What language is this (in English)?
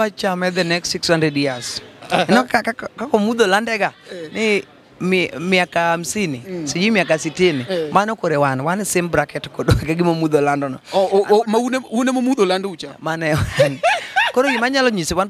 Luo (Kenya and Tanzania)